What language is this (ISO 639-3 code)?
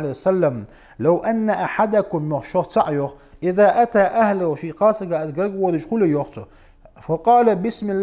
inh